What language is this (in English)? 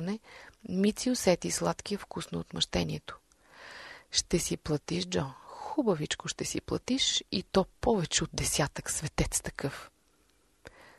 Bulgarian